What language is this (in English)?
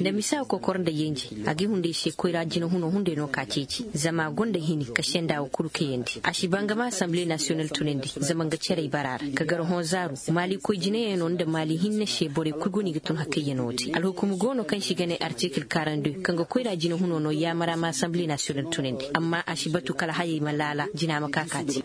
Zarma